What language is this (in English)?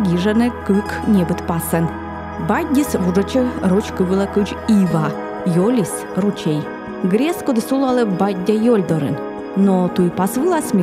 Komi